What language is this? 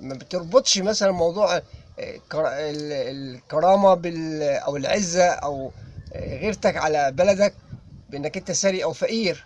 Egyptian Arabic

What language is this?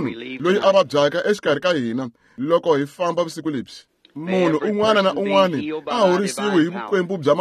Tsonga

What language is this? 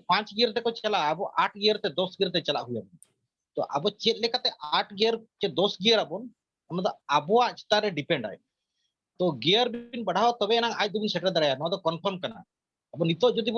Santali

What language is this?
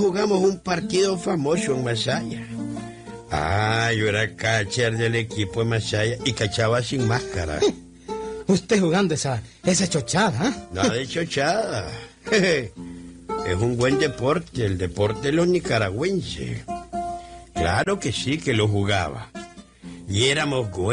Spanish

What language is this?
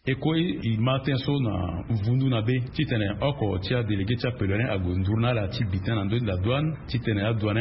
Sango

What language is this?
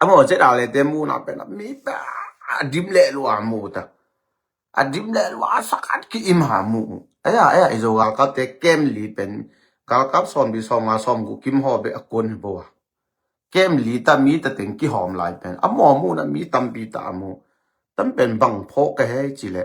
Tedim Chin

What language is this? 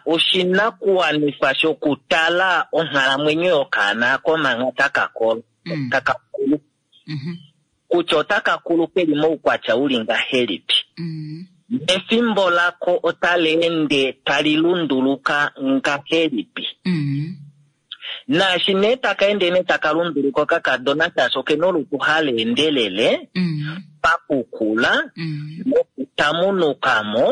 Kuanyama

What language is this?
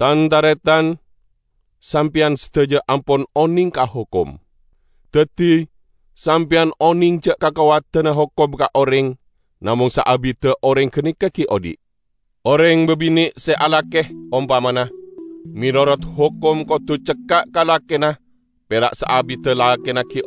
Madurese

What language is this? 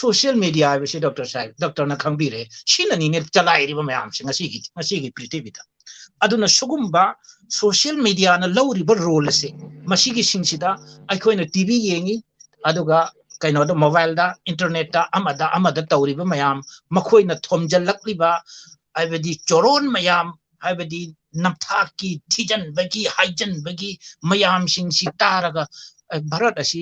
Manipuri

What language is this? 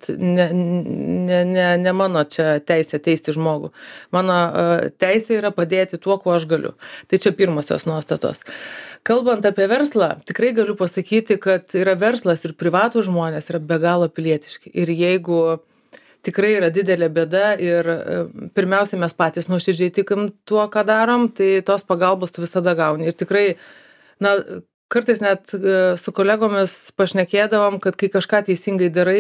Lithuanian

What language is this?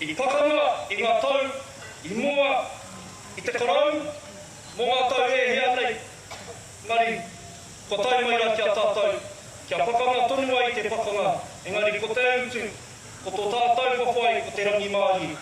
Māori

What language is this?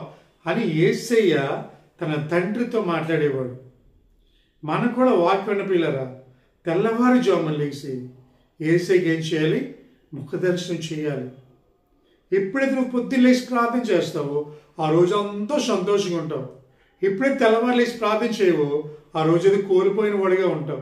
Telugu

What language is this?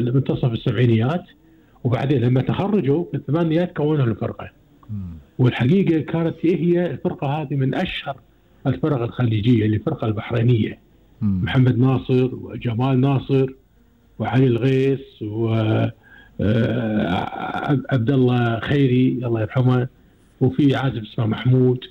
Gulf Arabic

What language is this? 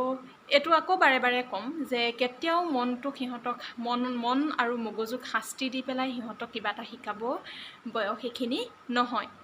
Assamese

